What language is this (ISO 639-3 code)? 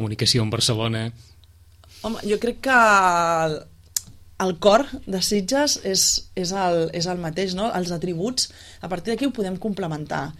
cat